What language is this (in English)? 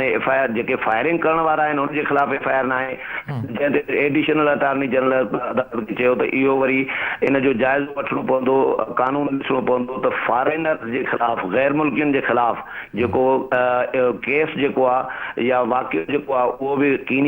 Sindhi